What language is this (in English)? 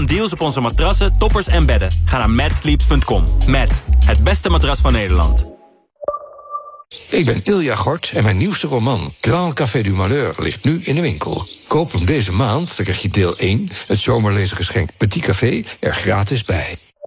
Dutch